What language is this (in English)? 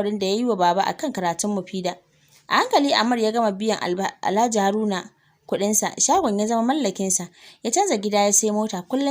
Hausa